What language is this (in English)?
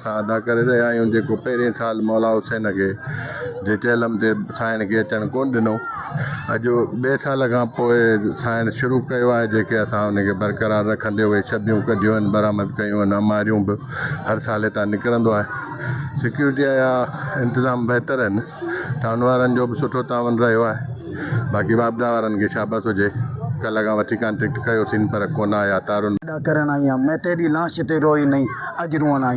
Sindhi